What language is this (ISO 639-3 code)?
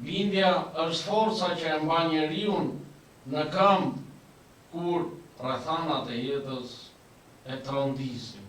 sqi